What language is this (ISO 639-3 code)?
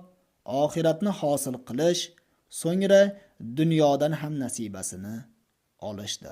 uzb